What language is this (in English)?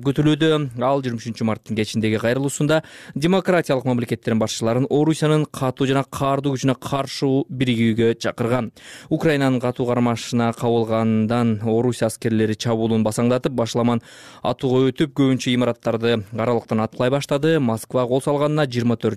Kyrgyz